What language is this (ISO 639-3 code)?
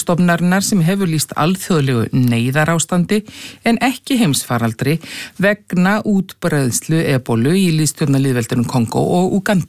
isl